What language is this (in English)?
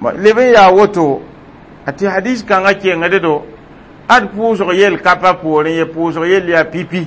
Mossi